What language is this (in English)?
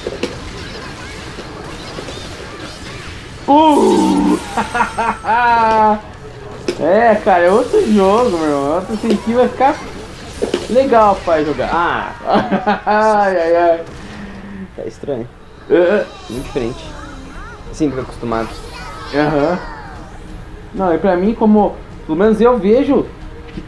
Portuguese